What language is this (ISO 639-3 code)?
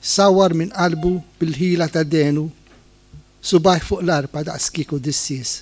mlt